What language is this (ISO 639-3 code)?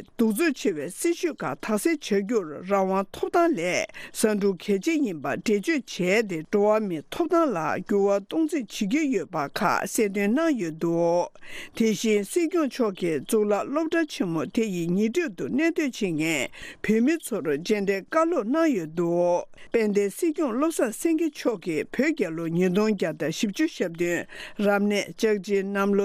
bod